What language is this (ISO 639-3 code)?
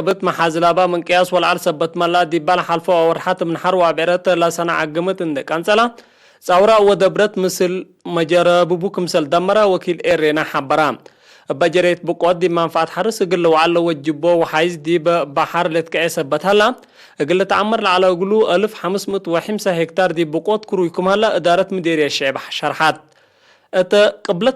tig